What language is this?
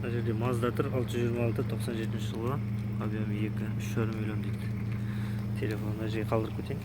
Kazakh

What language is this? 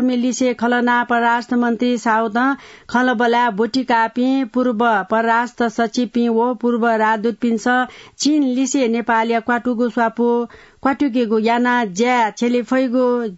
Newari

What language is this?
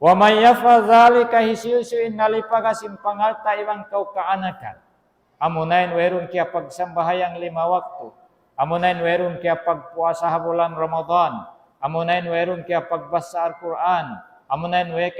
Tausug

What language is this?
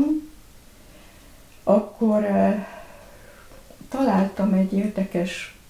Hungarian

